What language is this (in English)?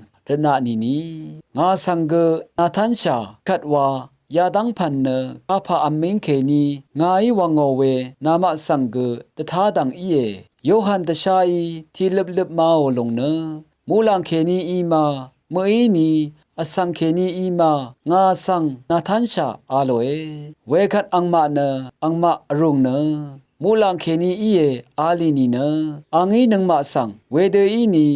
Rawang